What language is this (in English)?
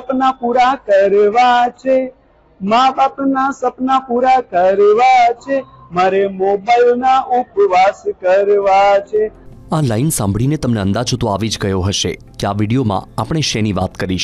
Gujarati